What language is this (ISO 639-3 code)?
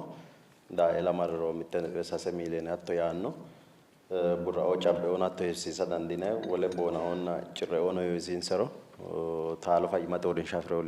sid